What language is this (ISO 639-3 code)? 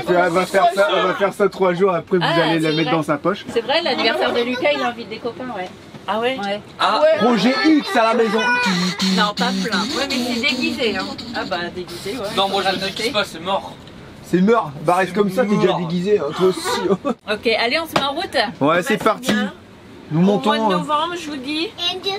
fra